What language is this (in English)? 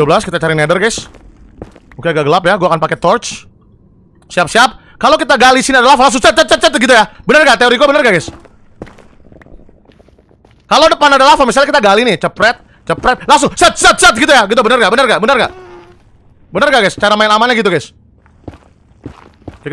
Indonesian